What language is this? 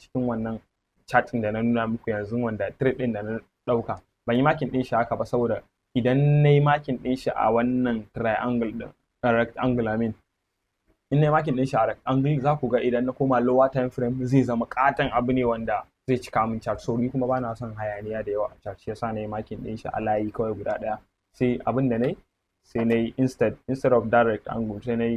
Hausa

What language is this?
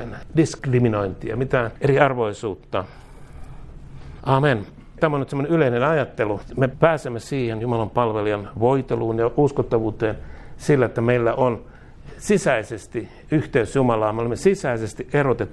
Finnish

